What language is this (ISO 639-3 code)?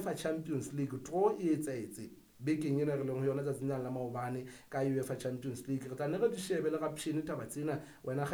sot